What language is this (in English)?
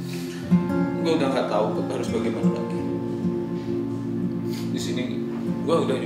Indonesian